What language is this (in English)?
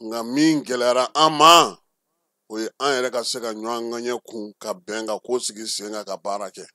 Bambara